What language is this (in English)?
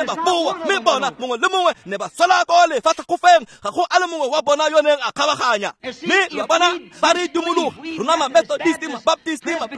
Tswana